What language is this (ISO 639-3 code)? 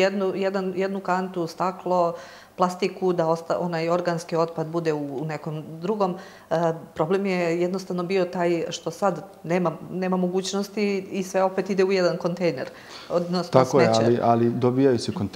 srp